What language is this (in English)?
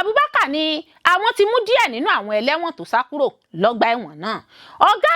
Yoruba